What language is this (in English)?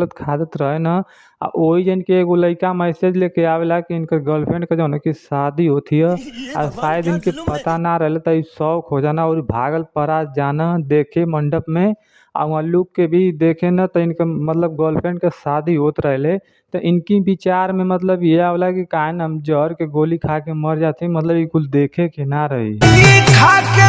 Bhojpuri